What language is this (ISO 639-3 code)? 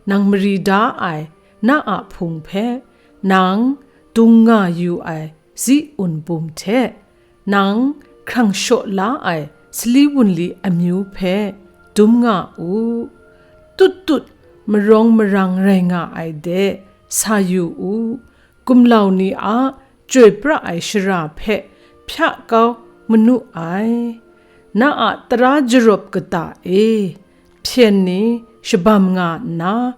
kac